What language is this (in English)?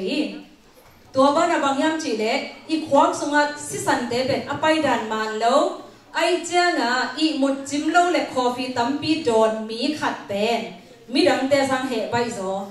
Tedim Chin